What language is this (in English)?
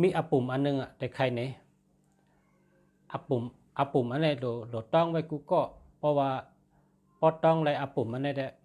Shan